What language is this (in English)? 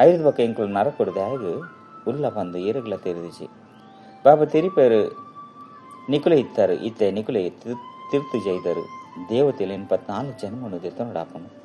Tulu